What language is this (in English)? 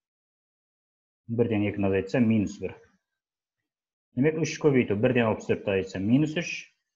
Kazakh